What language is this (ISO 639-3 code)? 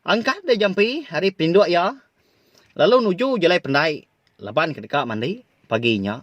iba